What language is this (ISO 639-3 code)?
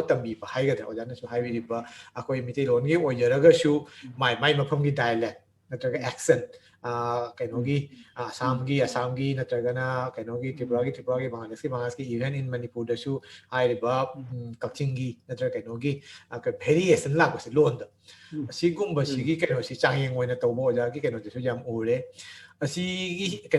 mni